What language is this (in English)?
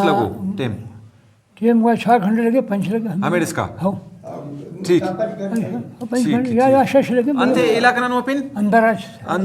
Brahui